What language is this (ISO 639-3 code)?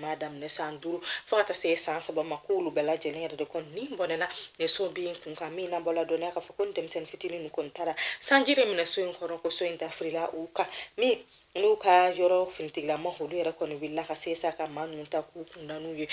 bam